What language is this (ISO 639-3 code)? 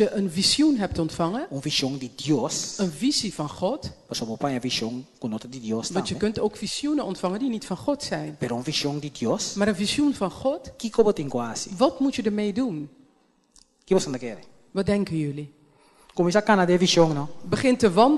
pap